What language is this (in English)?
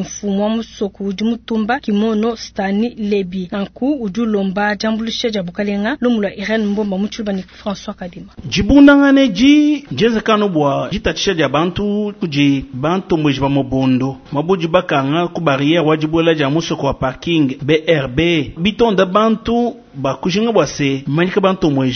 Luba-Lulua